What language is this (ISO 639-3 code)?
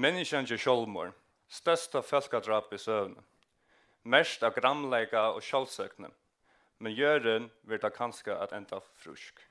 fao